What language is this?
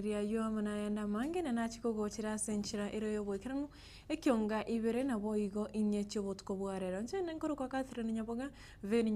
Gusii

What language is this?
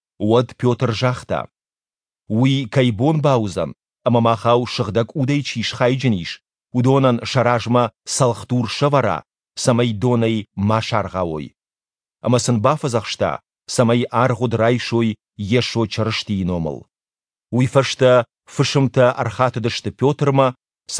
Ossetic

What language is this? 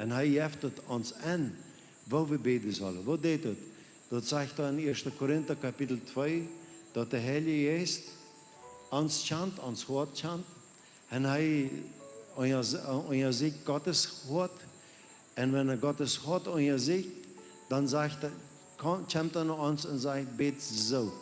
Plautdietsch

